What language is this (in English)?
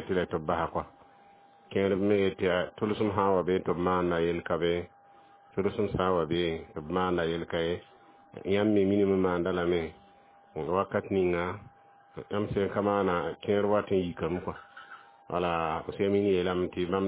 Mossi